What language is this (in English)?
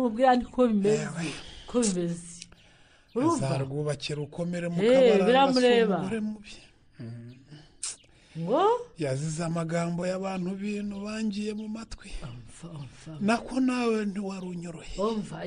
Kinyarwanda